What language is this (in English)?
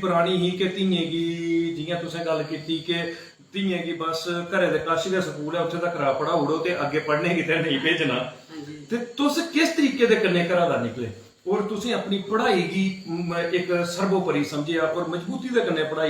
Dogri